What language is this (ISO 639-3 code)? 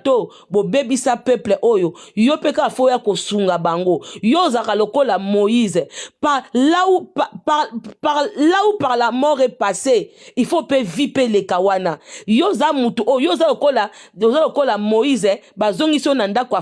lin